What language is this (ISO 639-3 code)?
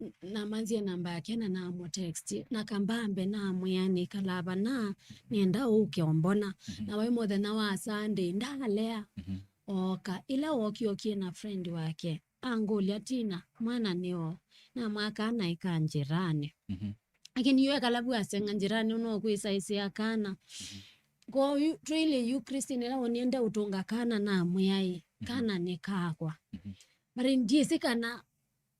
kam